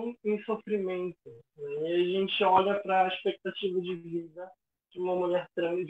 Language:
Portuguese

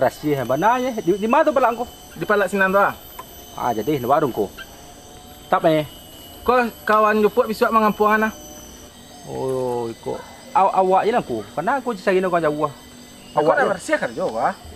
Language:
Minangkabau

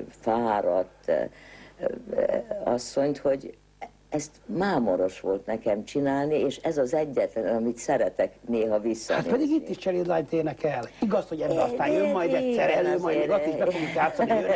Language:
Hungarian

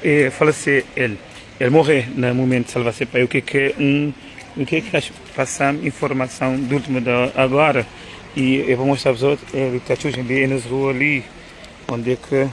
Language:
Kabuverdianu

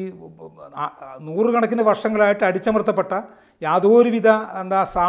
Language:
Malayalam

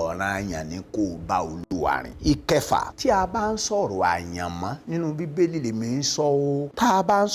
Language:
Yoruba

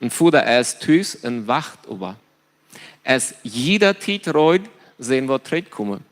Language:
Plautdietsch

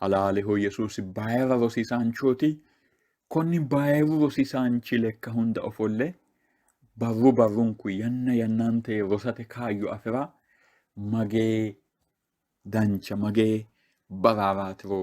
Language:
Sidamo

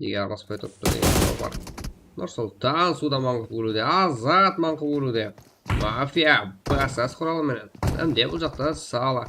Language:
Kara-Kalpak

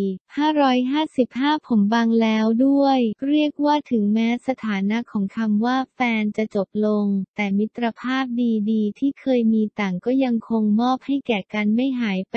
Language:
Thai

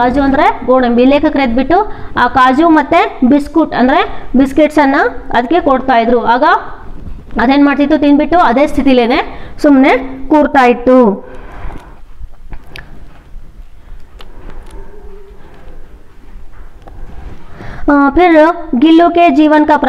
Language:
Kannada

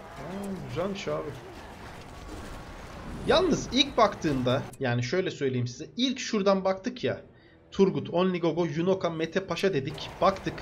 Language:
Turkish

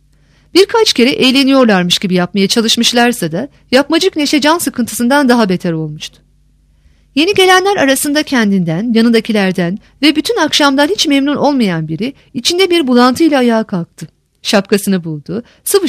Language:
Turkish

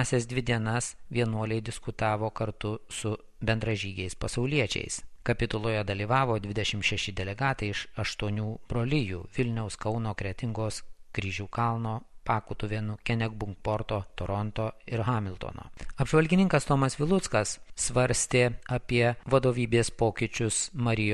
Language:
Lithuanian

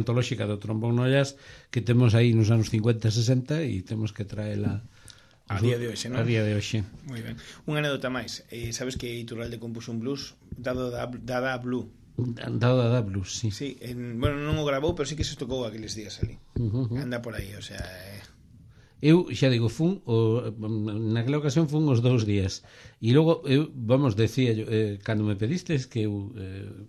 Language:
Galician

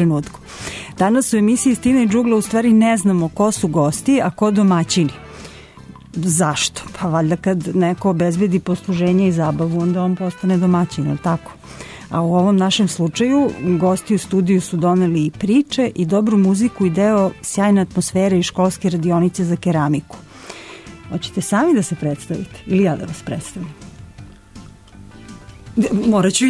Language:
Serbian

